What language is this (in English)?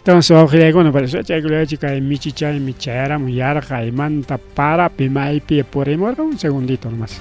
Ayacucho Quechua